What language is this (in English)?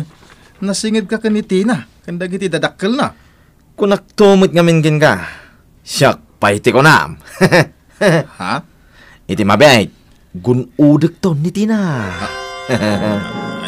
Iloko